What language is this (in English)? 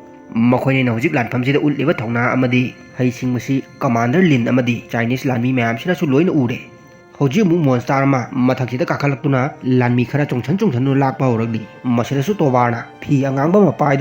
Manipuri